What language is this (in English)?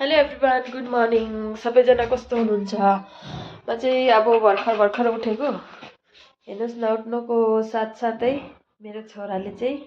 Nepali